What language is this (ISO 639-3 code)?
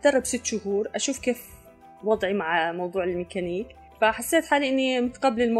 apc